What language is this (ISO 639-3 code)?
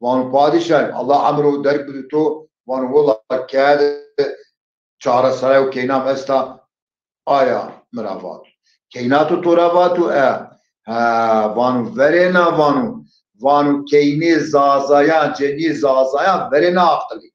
zza